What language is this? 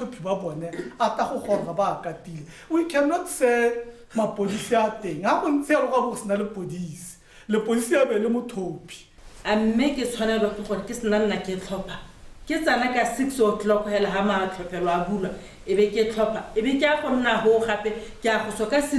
Tswana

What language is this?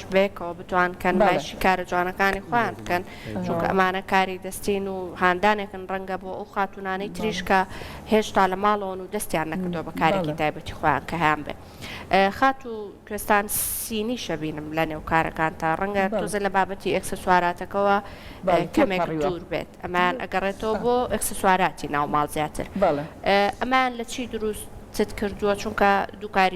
Central Kurdish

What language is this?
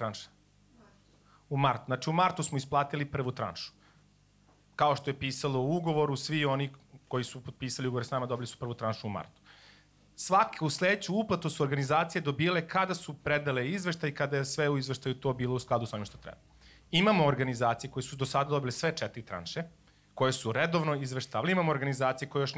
Serbian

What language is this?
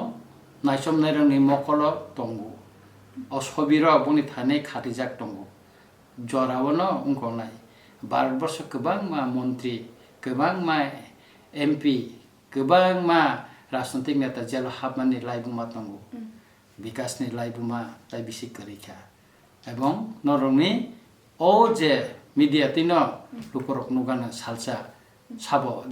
Kok Borok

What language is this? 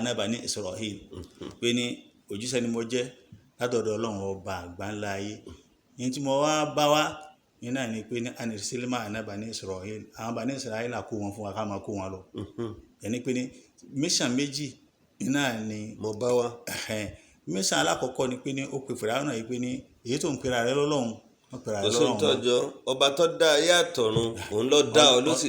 Yoruba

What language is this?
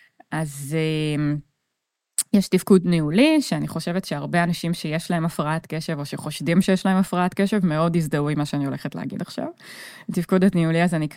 Hebrew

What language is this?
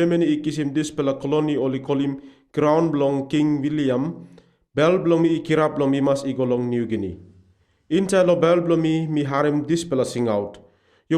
Tok Pisin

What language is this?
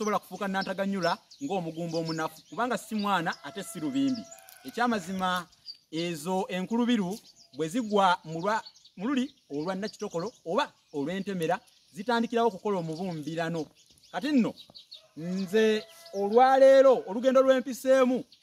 Ganda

